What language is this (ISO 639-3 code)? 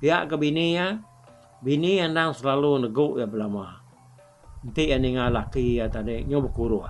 iba